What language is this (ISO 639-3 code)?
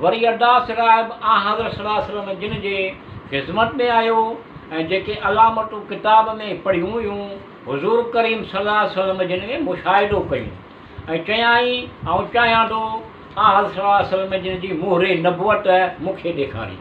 snd